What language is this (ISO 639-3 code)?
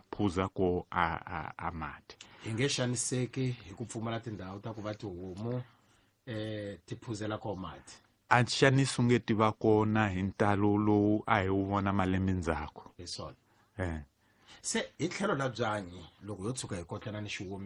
tso